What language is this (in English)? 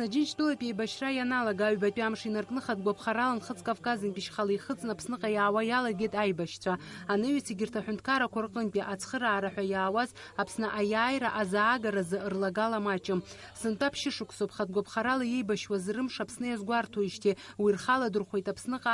Abkhazian